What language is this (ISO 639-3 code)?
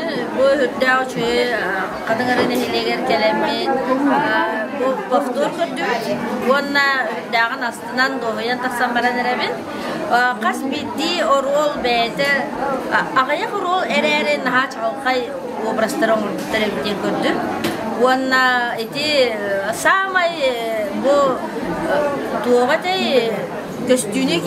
sah